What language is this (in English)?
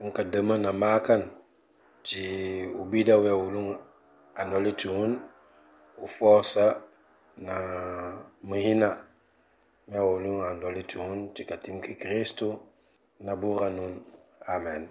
Mankanya